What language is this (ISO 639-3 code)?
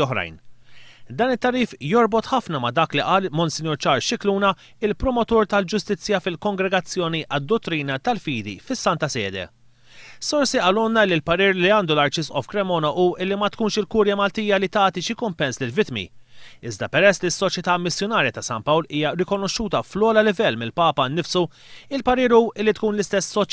mlt